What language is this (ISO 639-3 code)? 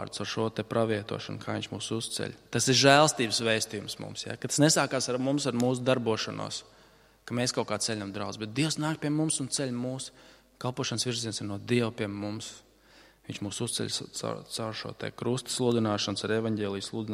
lav